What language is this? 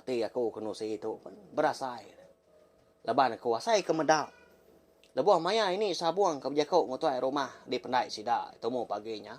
Iban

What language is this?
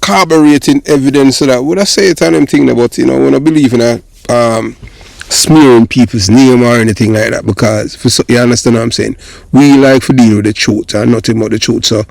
Jamaican Creole English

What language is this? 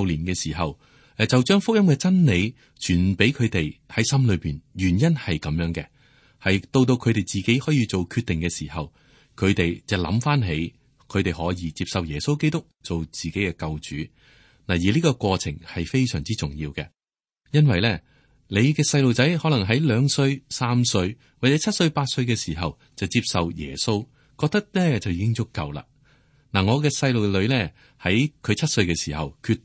Cantonese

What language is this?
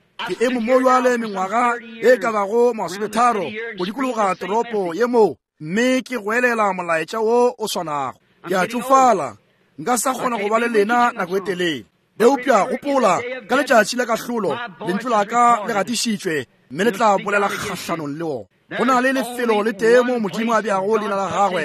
Northern Sotho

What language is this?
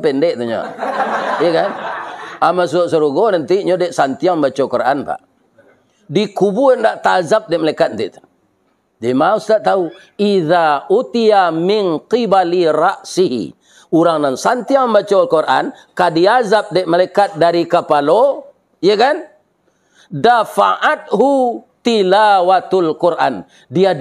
Minangkabau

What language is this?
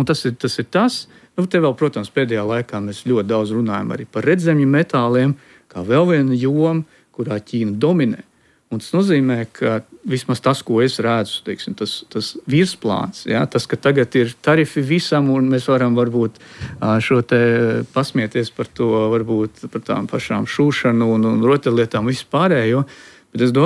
Latvian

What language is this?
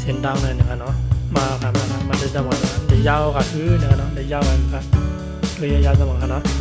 Shan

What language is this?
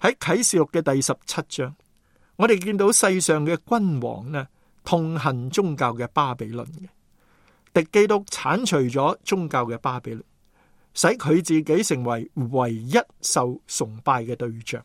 Cantonese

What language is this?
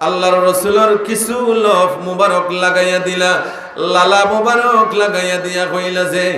Sylheti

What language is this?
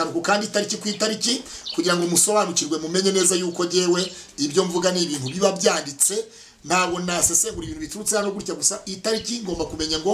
Kinyarwanda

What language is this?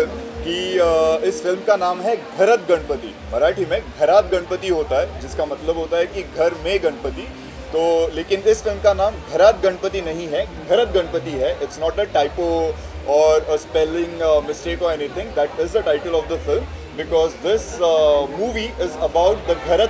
Hindi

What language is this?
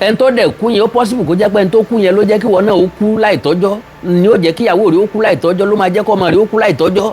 Yoruba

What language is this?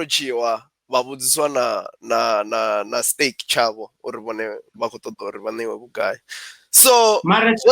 Venda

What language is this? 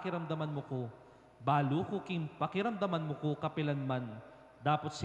Pampanga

